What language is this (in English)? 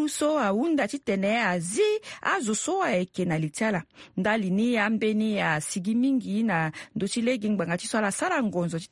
Sango